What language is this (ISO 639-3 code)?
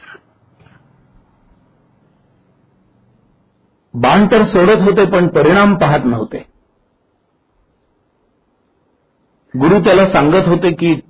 mar